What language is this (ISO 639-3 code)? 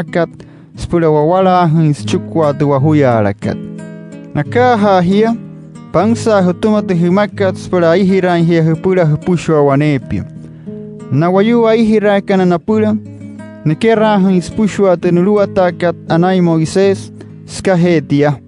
guc